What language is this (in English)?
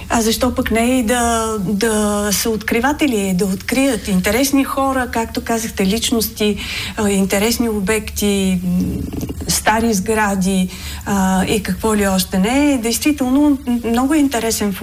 Bulgarian